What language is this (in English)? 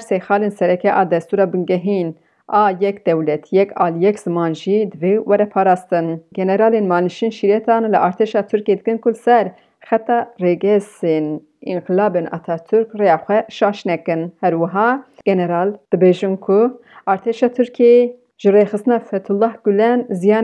Kurdish